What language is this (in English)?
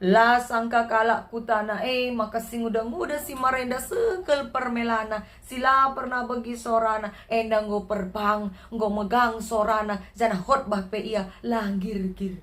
Batak Karo